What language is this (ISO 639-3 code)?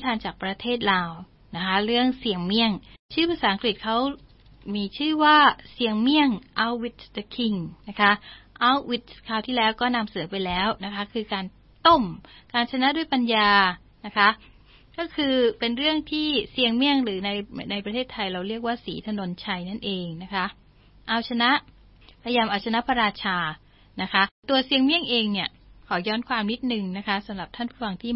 tha